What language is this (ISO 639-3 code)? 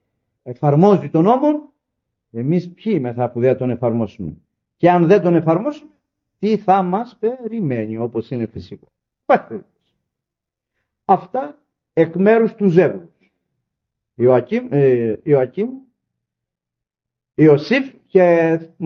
ell